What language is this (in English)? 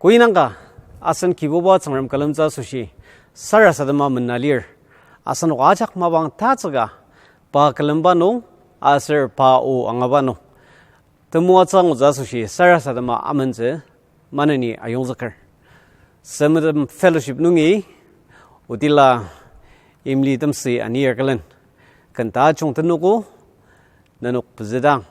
Ao Naga